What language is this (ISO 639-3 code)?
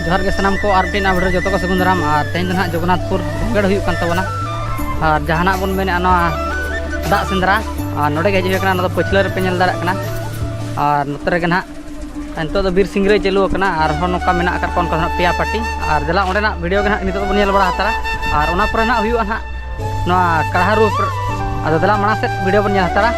sat